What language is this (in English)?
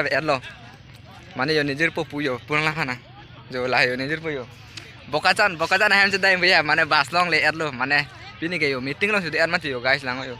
Karbi